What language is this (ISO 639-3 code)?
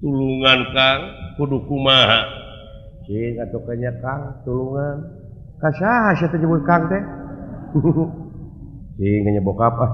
sun